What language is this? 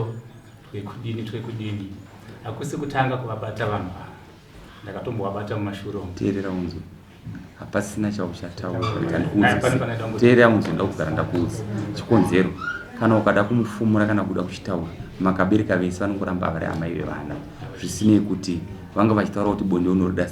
Shona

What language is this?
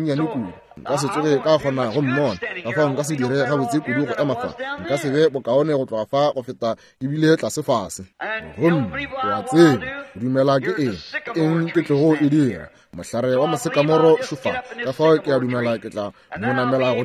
Northern Sotho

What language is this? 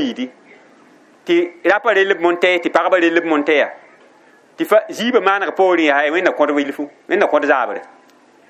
Mossi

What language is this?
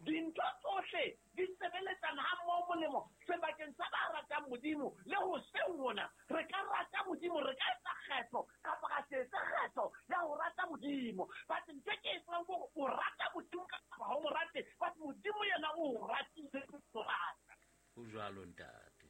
Southern Sotho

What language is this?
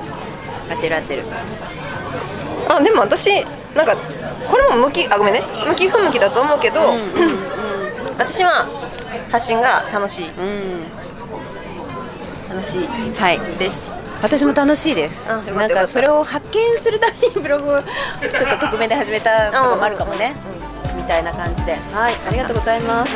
Japanese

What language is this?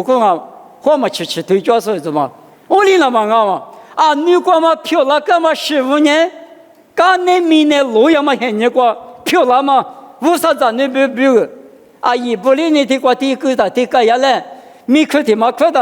Lisu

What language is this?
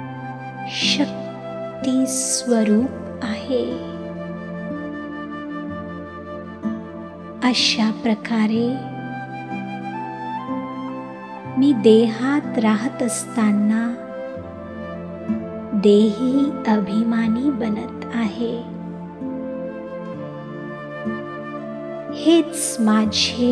Marathi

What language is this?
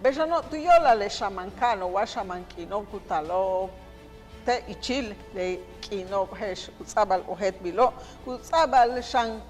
Yucateco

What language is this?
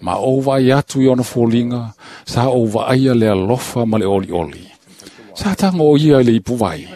Samoan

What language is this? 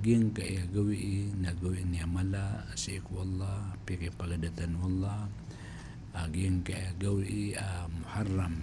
Maranao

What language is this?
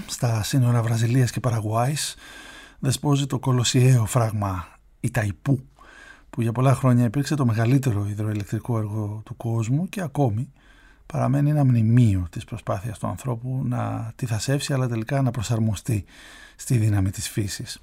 Greek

